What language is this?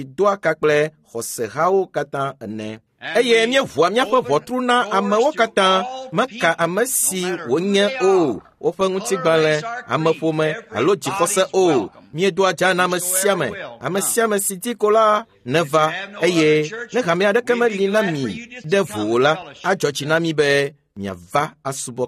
Ewe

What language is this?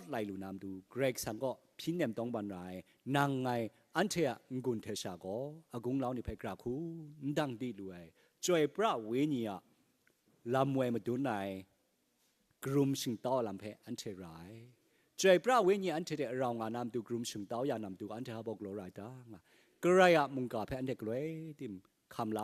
Kachin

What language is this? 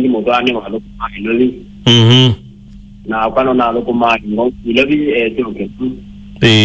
Kamba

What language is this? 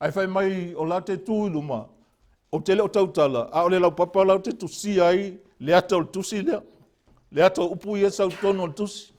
Samoan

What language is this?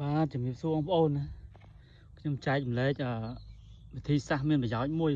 Khmer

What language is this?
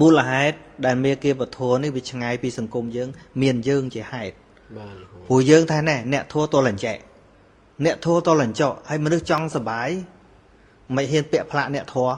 Khmer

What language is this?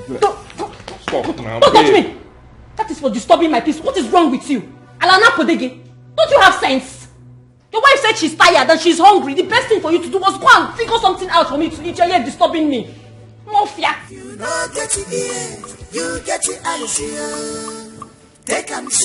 Nigerian Pidgin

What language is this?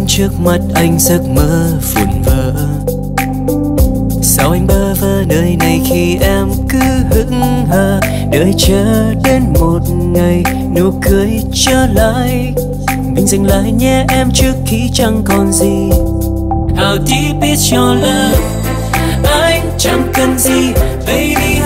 Vietnamese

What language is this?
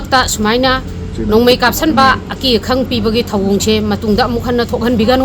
Manipuri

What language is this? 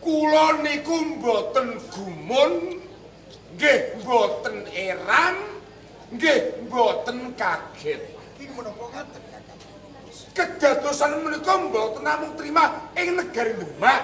Javanese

